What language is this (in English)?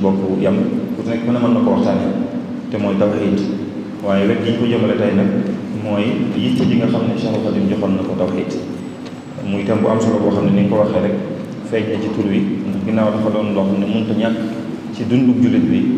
Wolof